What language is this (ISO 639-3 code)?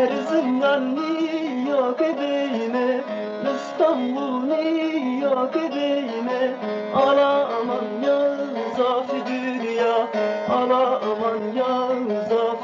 zza